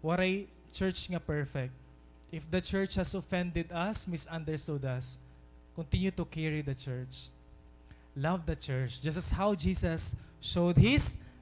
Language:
Waray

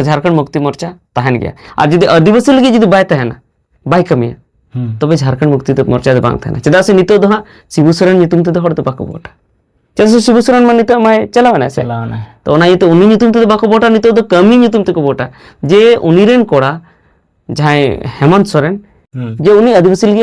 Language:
Santali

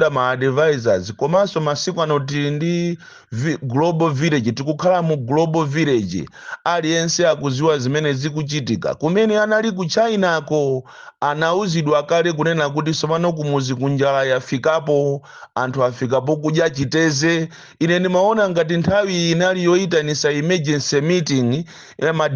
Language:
Nyanja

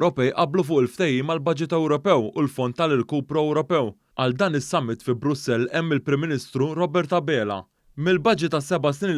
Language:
Maltese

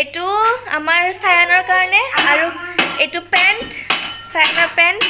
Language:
Assamese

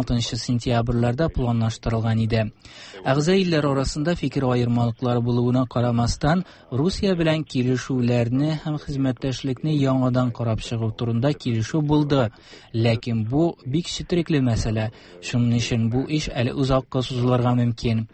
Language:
Tatar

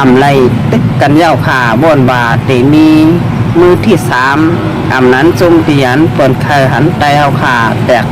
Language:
Shan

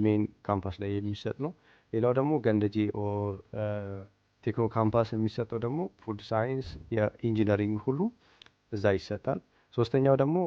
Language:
Amharic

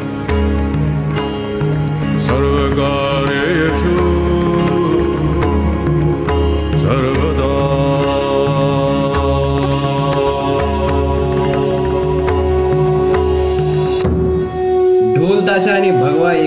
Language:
Marathi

